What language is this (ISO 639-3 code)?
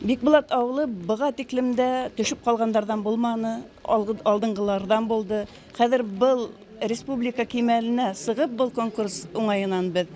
bak